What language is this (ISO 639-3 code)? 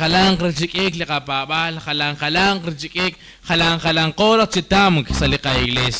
kek